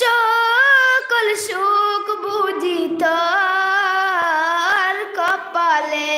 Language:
Sylheti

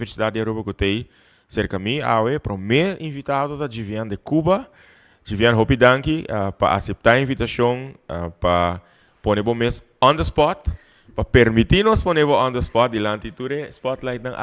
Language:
Papiamento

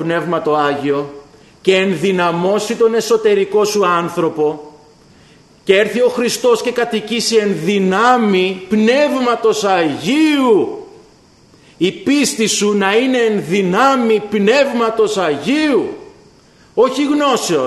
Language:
Greek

